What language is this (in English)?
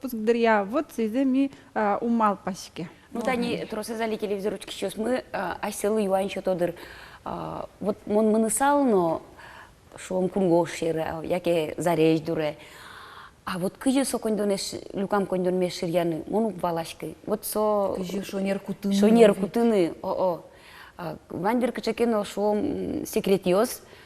Udmurt